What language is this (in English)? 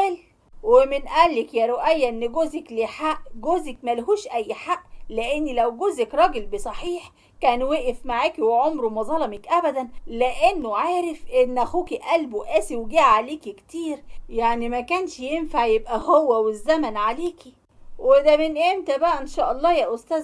Egyptian Arabic